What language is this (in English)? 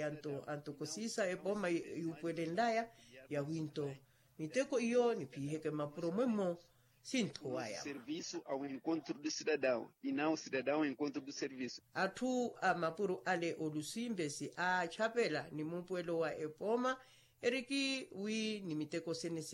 Makhuwa